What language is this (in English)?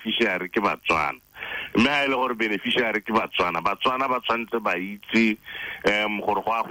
Tswana